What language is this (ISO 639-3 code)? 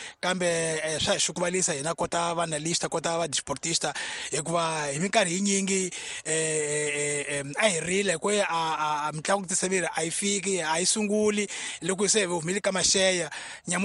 tso